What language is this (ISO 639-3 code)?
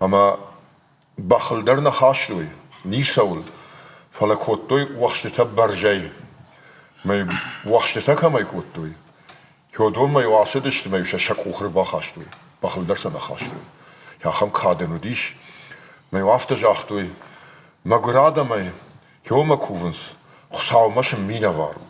oss